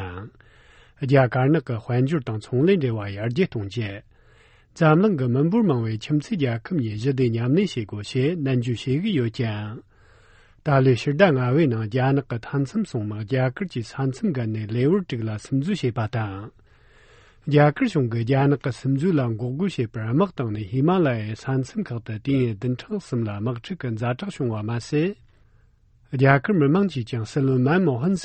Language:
Tibetan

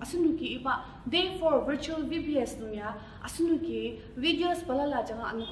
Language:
Ao Naga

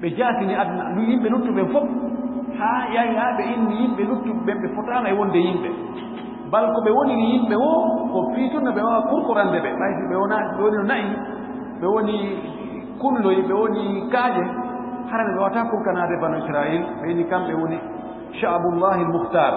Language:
Fula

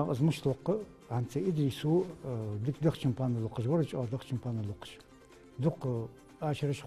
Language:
Ingush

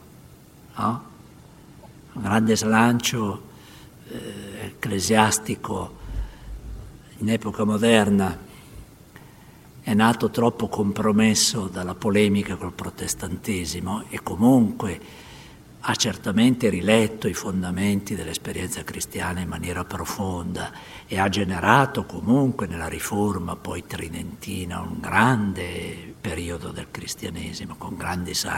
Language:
Italian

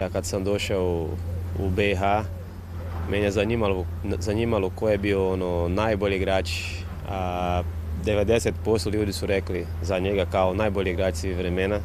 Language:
Bosnian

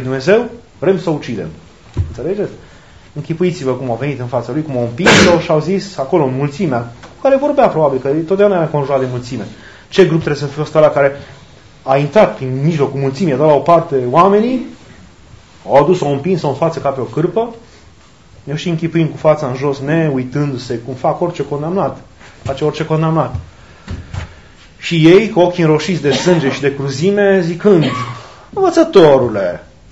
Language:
Romanian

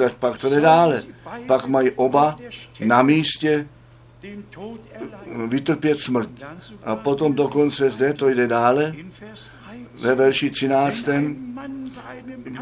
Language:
Czech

